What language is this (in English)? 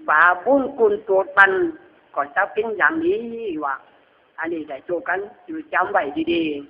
Lü